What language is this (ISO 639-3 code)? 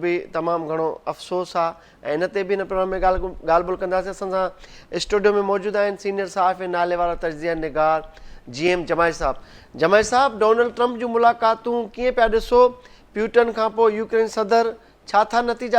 snd